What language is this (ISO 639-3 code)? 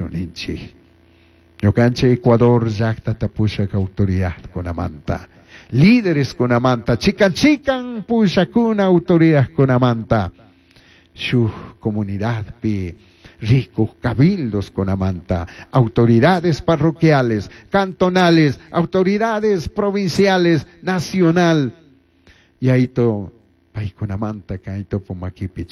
qug